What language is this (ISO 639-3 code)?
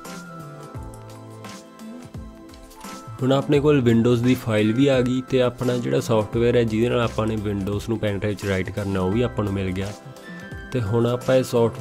pan